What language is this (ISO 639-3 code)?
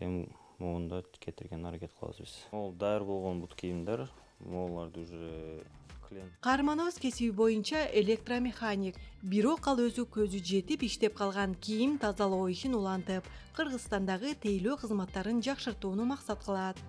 kir